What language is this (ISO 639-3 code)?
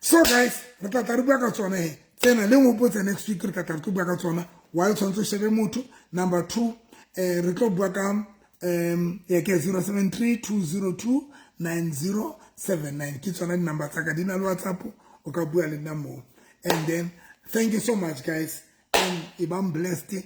sot